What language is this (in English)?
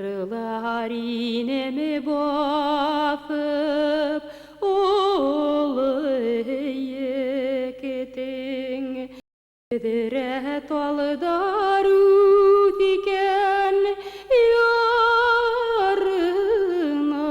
Bashkir